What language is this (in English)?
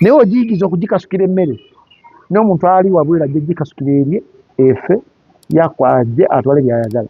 Ganda